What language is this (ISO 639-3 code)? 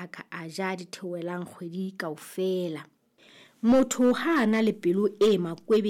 sot